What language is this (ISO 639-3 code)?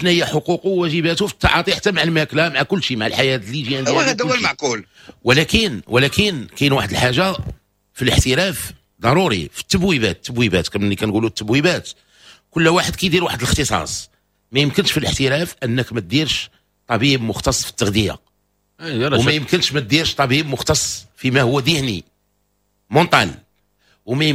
ary